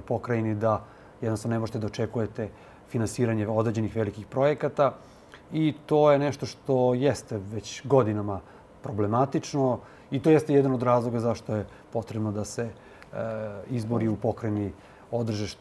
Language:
Serbian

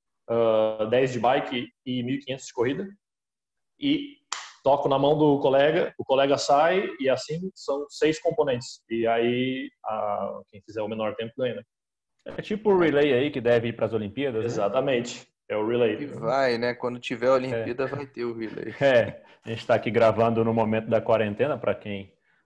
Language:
Portuguese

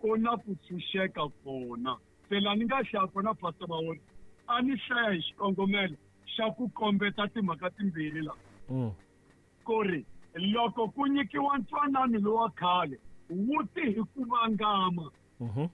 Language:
Tsonga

